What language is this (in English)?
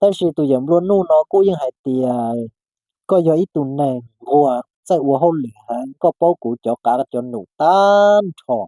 Hmong